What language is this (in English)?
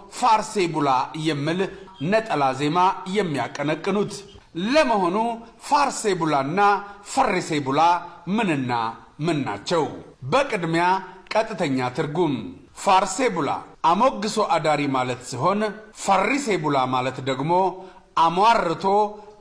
Amharic